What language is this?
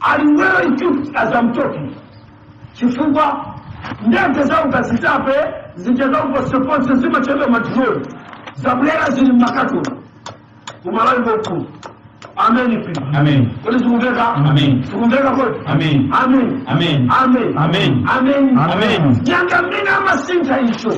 Nyanja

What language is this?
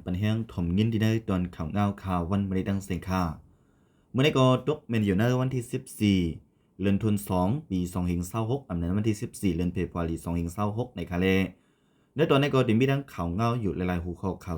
Shan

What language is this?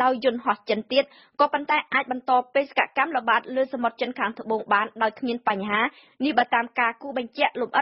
Khmer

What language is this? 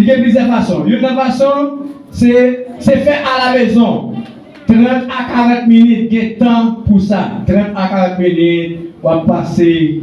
Haitian Creole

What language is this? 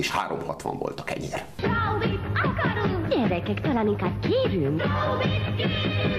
Hungarian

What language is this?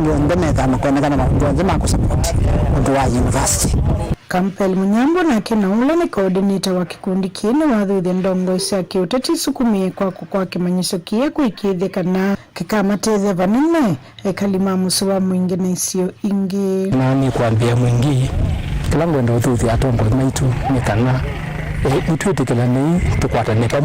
Kamba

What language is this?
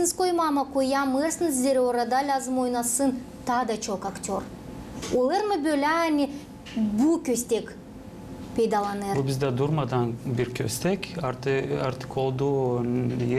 Gagauz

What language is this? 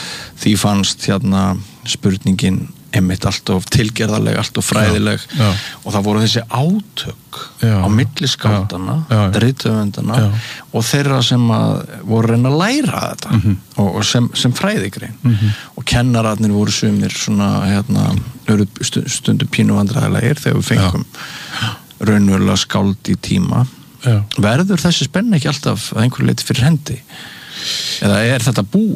Icelandic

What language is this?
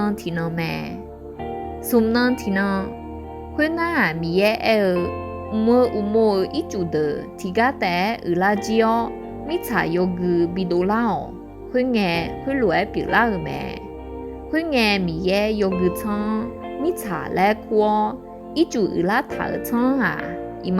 Akha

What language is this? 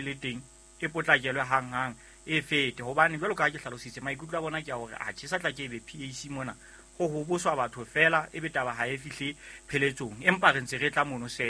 Southern Sotho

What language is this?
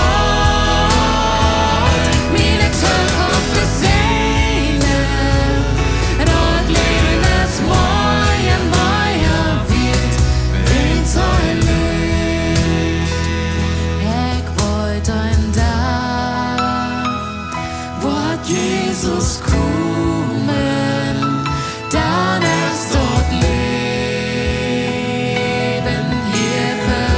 Plautdietsch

